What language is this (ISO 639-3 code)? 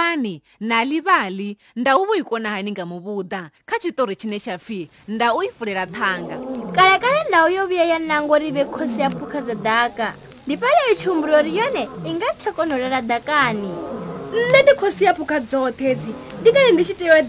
ven